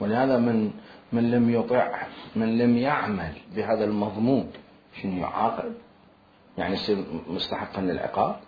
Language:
Mesopotamian Arabic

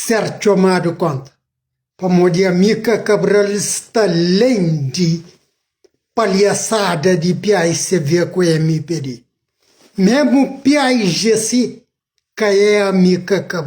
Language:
Kabuverdianu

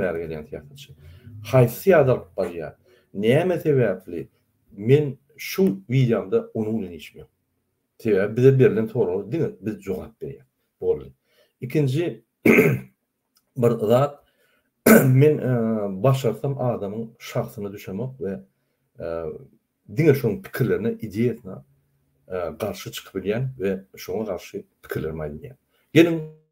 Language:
Turkmen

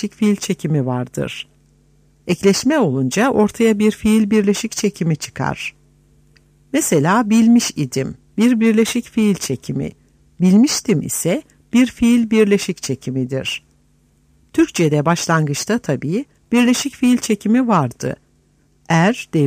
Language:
Turkish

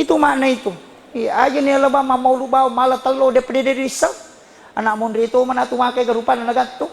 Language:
Buginese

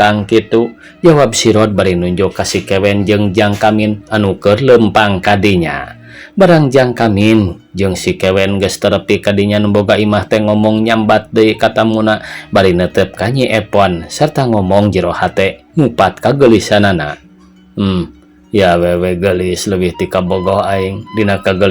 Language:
Sundanese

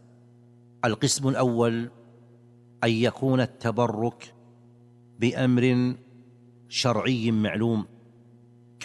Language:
Arabic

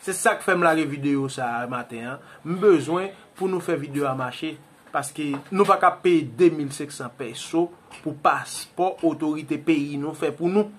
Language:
Haitian Creole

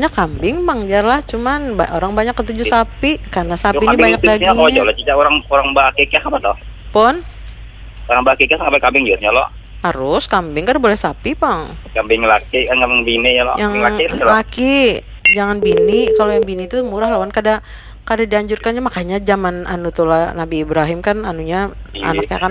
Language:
Banjar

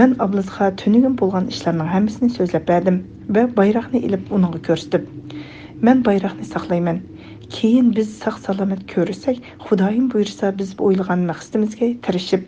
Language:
Uyghur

